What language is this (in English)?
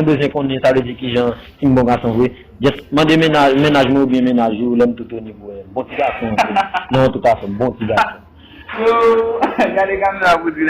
Haitian Creole